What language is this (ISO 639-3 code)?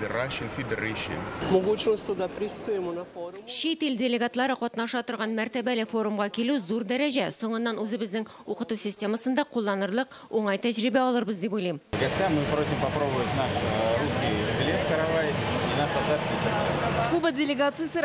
tat